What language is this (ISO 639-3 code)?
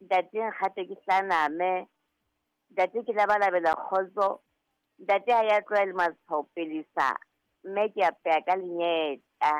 sot